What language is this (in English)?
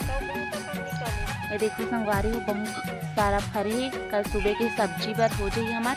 Chhattisgarhi